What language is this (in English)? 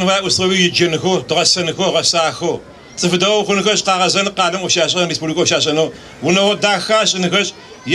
Adyghe